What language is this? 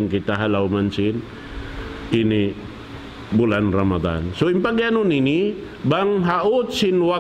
Tausug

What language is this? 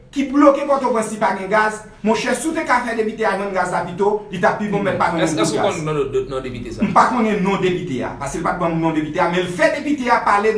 Haitian Creole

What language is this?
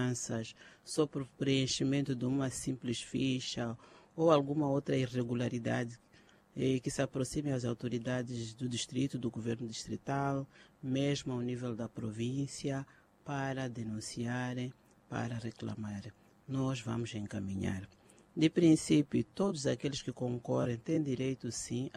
Portuguese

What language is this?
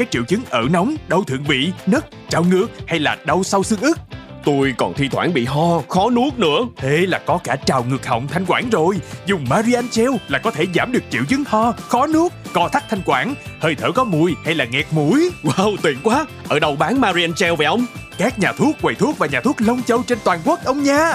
Vietnamese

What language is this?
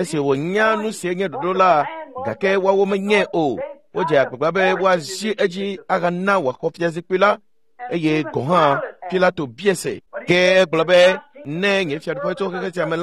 Ewe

